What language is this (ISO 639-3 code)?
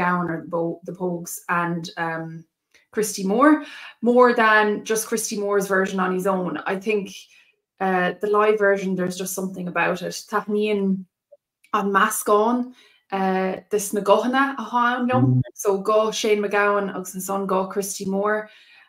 gle